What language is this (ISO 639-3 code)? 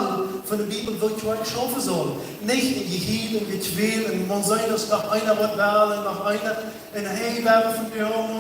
pdt